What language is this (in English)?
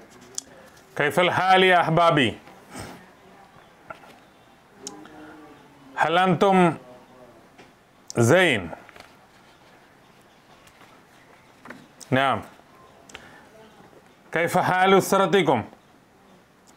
Malayalam